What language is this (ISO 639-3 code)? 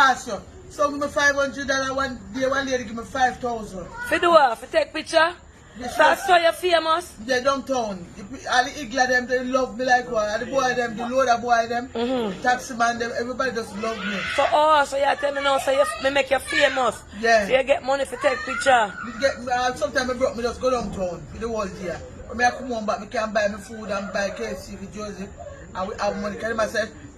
jam